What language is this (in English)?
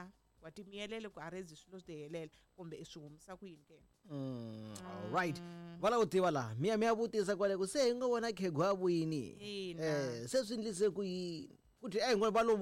Tsonga